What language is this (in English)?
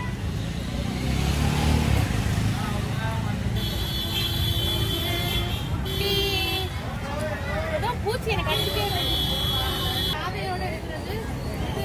Tamil